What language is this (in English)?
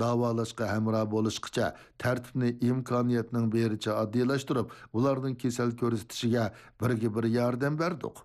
Uyghur